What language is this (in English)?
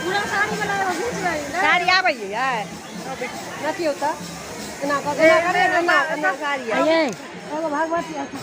Maithili